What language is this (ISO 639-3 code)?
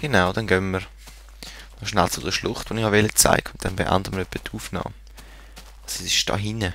gsw